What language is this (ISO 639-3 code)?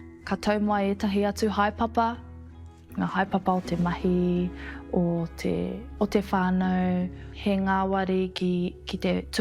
mri